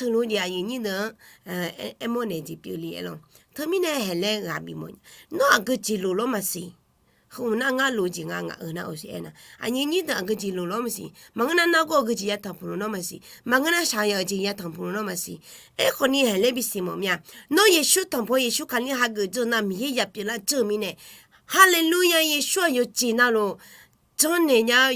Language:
Akha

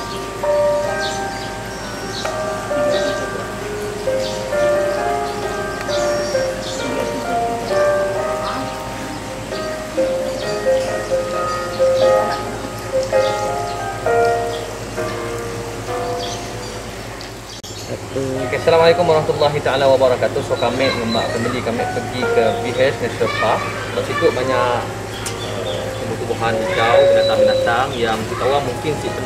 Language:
Malay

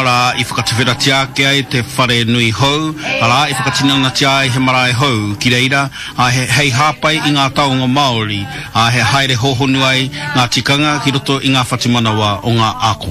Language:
Māori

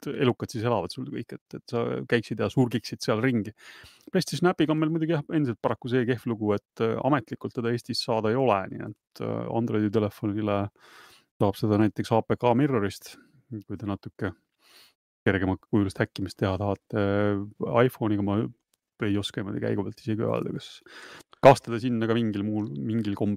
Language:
Estonian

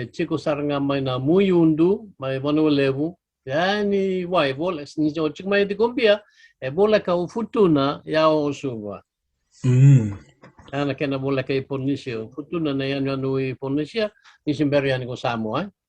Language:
Fijian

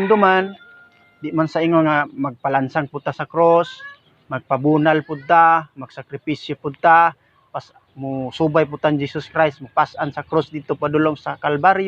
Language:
Cebuano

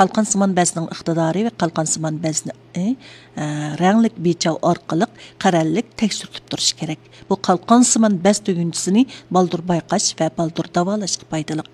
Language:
Uyghur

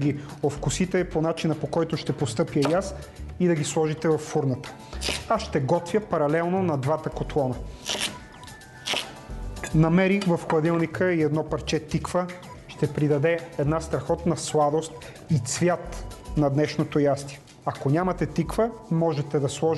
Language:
Bulgarian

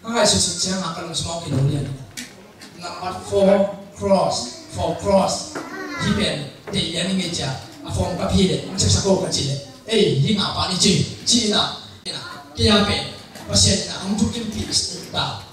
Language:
Tedim Chin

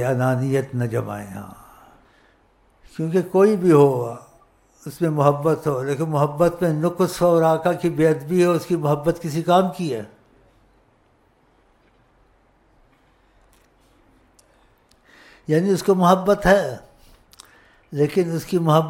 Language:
Urdu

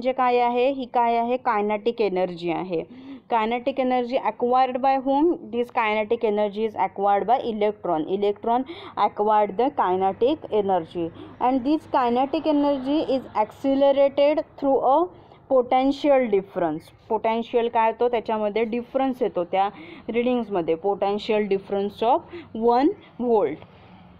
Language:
Marathi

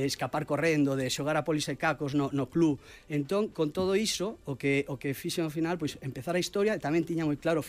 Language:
Galician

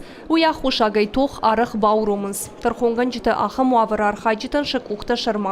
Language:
Ossetic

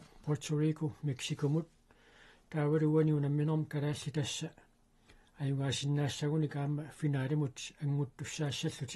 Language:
Kalaallisut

